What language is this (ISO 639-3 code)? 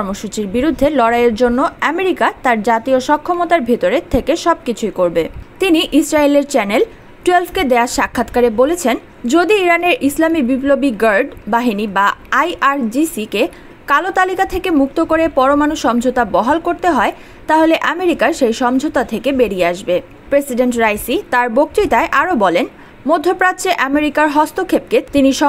ben